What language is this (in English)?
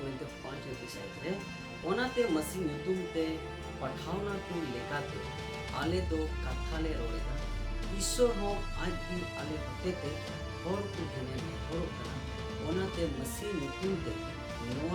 Santali